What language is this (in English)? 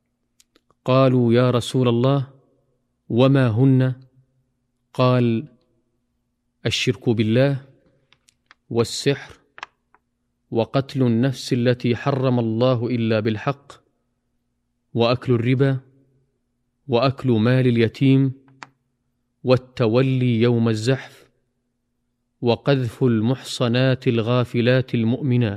Arabic